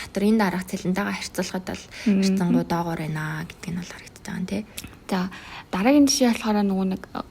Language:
Mongolian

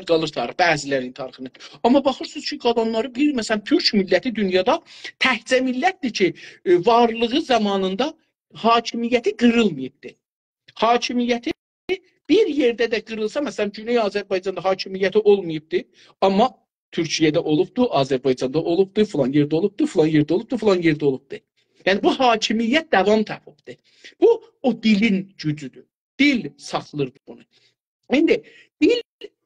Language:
South Azerbaijani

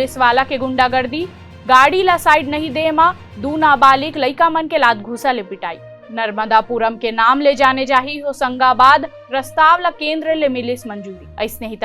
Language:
Chhattisgarhi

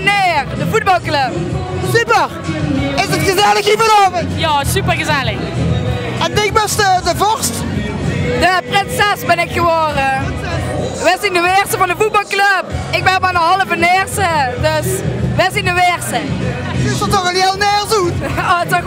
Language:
Limburgish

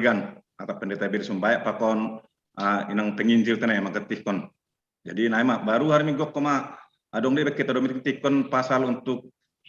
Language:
Batak Simalungun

